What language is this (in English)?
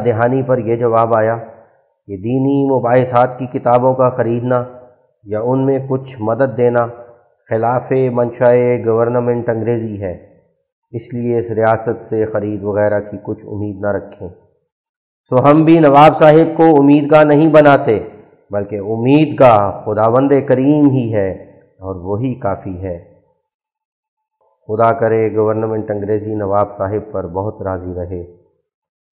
Urdu